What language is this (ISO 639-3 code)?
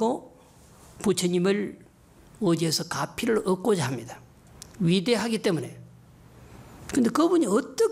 kor